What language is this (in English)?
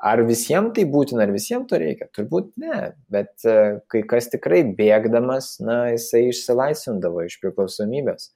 Lithuanian